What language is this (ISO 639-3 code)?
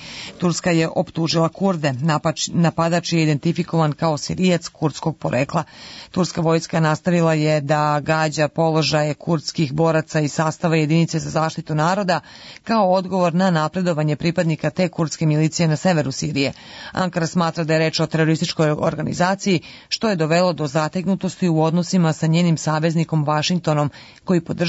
srp